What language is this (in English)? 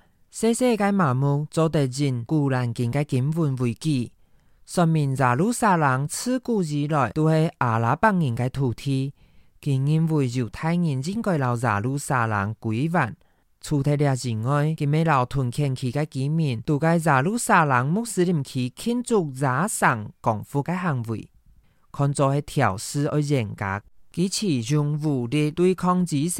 Hakka Chinese